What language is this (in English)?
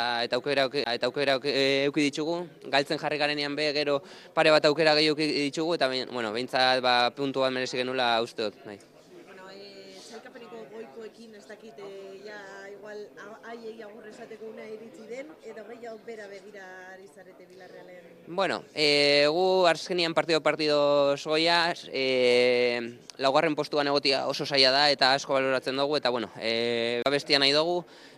Basque